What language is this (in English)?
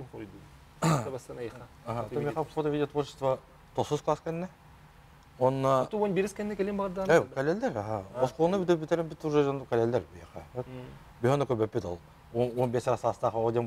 Yakut